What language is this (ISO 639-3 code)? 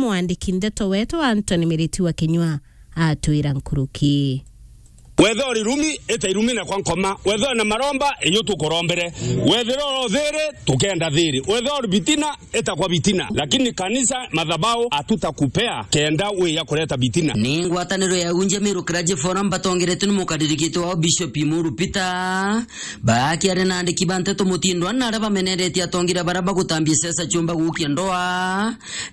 mer